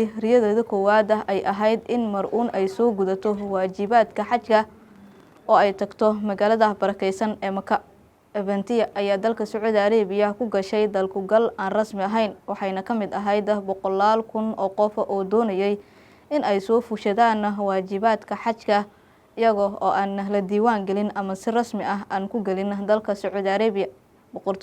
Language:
Somali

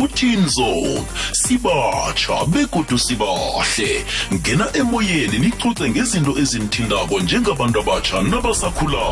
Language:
South Ndebele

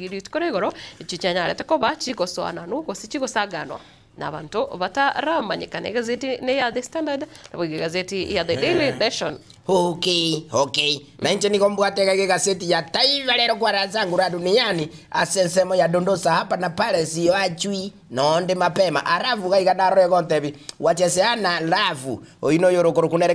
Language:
Gusii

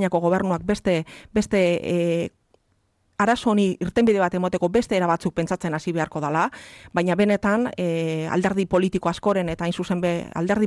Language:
Basque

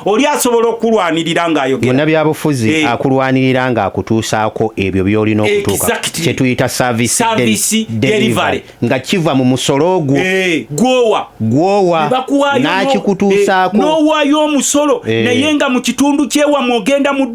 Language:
Ganda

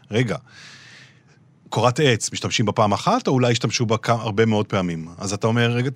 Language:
Hebrew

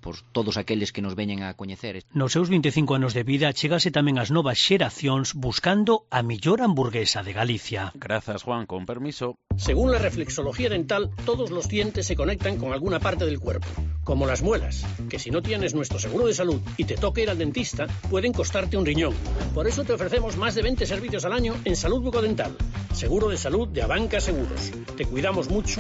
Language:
Galician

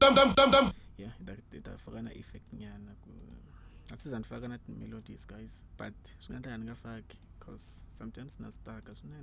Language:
Tsonga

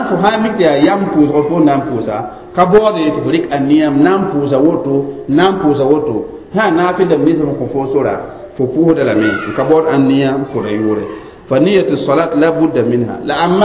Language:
Mossi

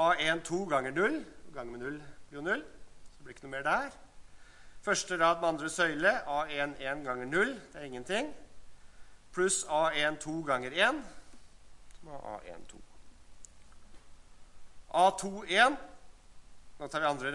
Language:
Norwegian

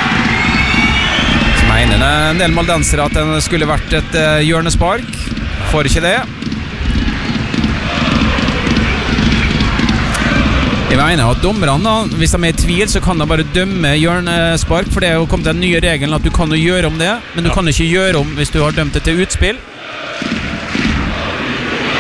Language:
Norwegian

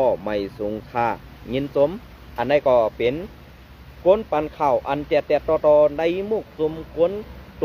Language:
Shan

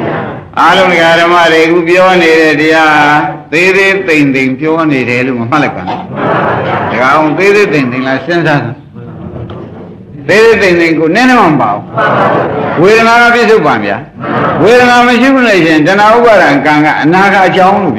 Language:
Burmese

